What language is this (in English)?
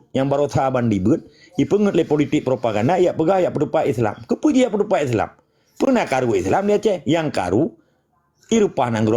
Achinese